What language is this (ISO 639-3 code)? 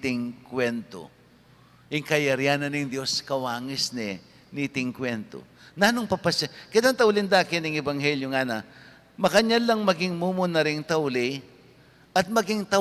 pam